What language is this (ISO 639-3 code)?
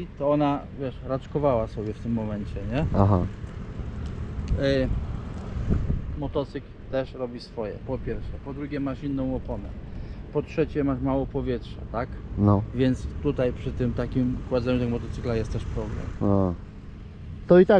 pol